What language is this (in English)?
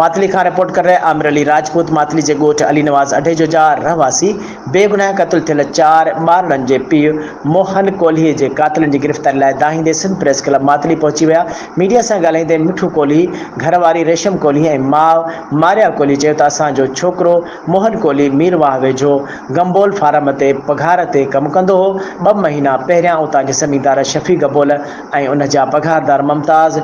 Sindhi